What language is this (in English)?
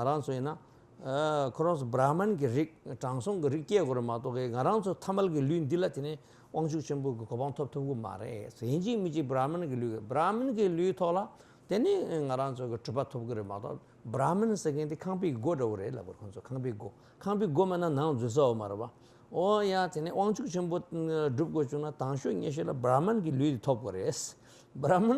Tibetan